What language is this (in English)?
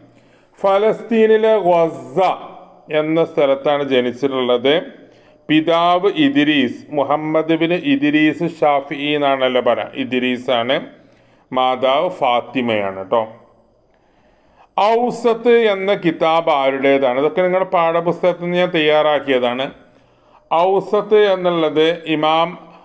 Malayalam